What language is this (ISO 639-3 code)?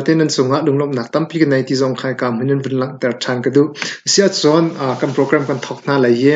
cnh